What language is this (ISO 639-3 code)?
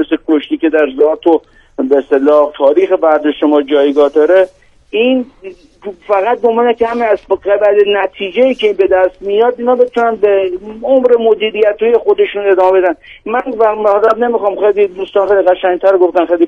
fas